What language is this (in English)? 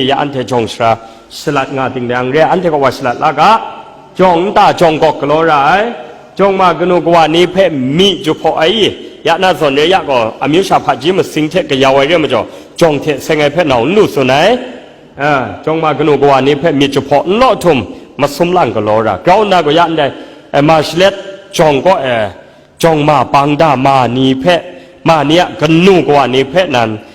Kachin